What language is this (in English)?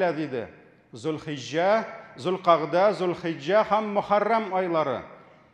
Tatar